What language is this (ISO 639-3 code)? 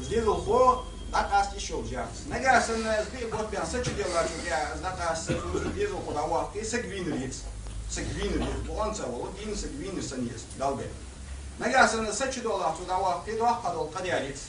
inh